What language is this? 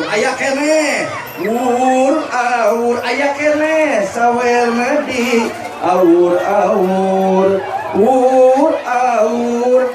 Sundanese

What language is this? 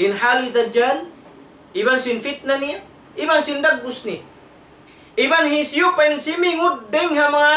Tausug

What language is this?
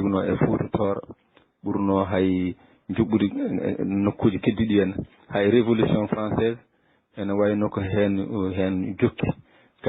Fula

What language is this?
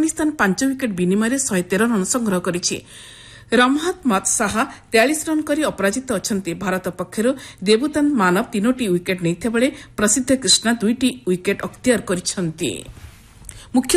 Odia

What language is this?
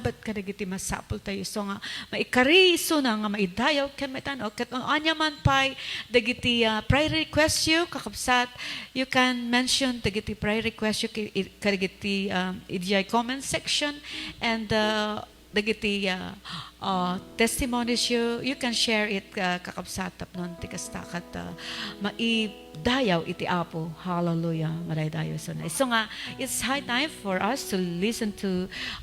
Iloko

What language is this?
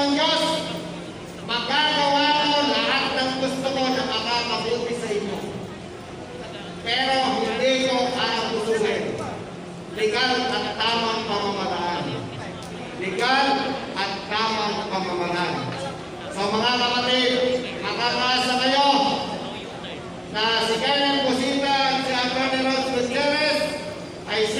Filipino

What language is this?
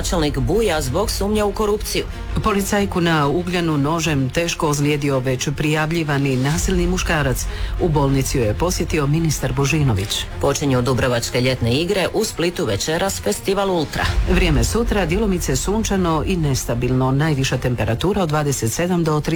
Croatian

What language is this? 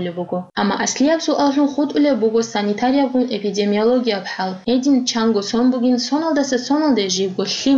Avaric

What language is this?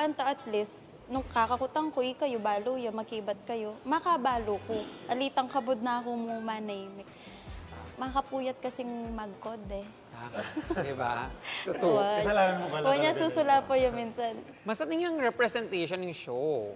Pampanga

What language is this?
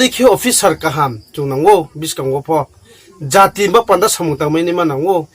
Riang (India)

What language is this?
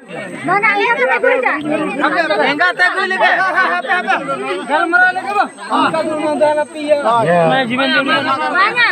Santali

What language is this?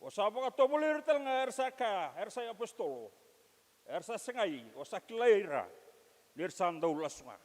Fijian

